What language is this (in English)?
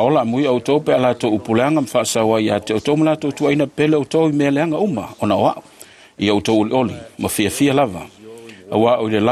Samoan